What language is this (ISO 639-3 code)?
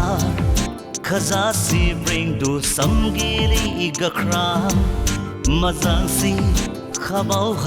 dis